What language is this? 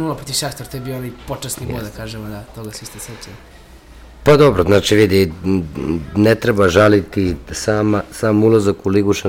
Serbian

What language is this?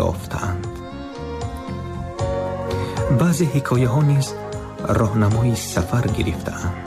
Tajik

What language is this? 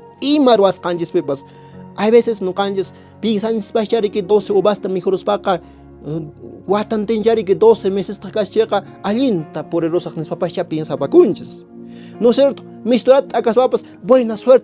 Quechua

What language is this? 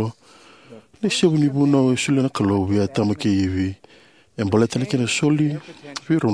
Fijian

